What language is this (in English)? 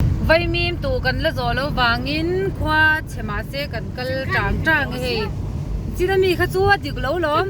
Mizo